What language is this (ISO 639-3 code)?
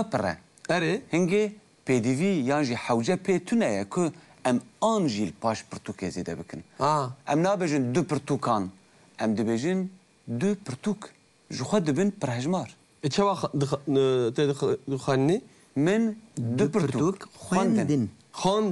kur